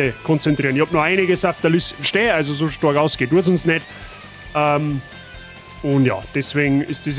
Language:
Bavarian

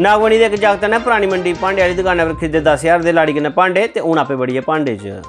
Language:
Dogri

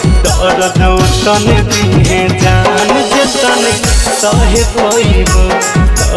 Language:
Bhojpuri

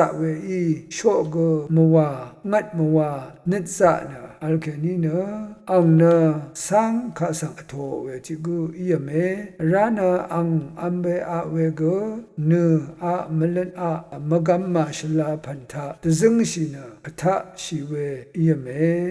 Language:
Rawang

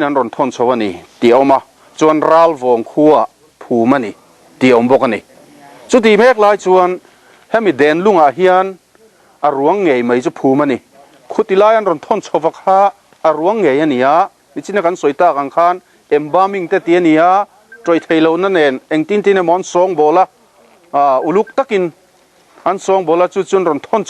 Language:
Mizo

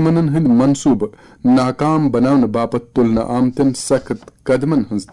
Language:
Kashmiri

